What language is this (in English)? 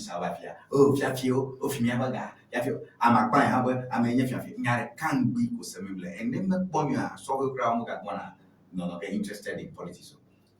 Ewe